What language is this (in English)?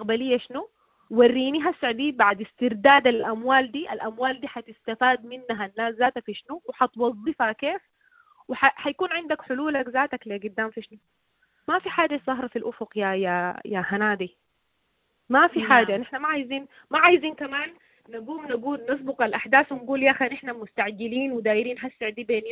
Sudanese Arabic